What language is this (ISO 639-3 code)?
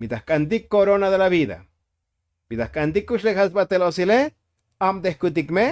tzo